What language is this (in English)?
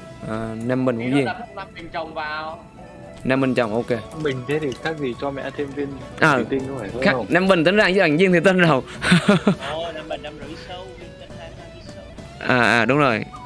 Vietnamese